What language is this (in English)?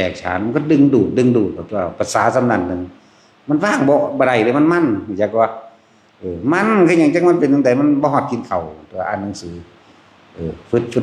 Northeastern Thai